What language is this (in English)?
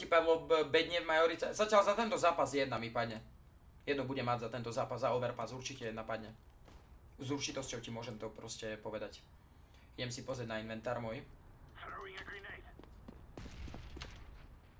Slovak